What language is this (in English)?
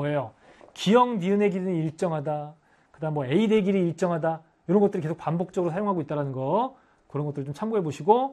Korean